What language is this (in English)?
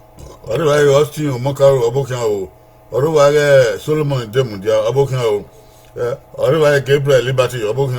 Bini